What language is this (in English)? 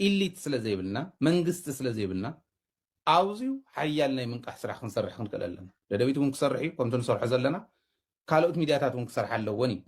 Tigrinya